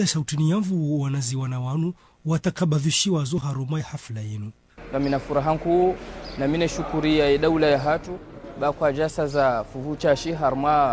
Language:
Ngazidja Comorian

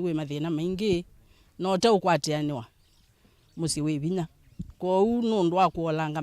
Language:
Kamba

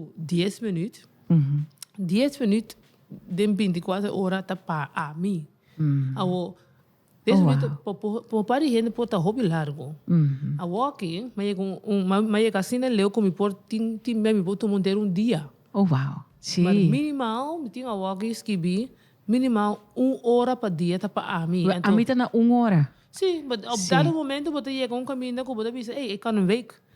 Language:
Papiamento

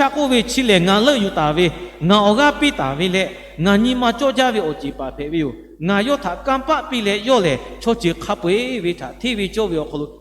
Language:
Lahu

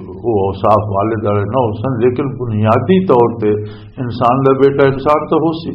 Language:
Western Panjabi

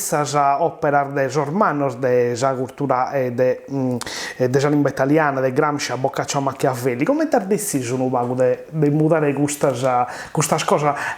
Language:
Sardinian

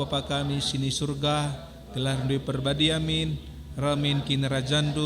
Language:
Batak Karo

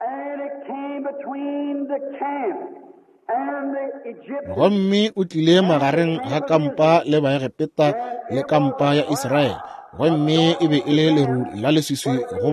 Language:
Northern Sotho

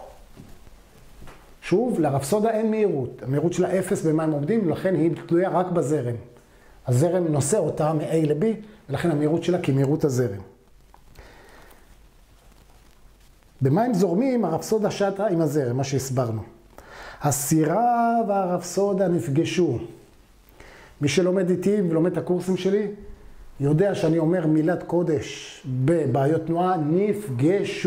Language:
Hebrew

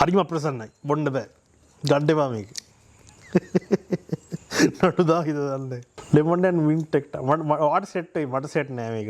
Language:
Sinhala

